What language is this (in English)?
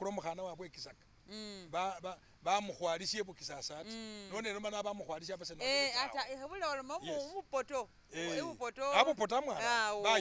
Masaaba